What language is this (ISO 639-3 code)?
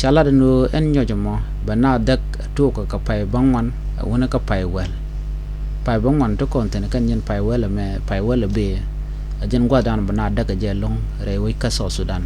nus